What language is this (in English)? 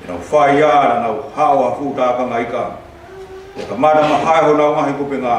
Tongan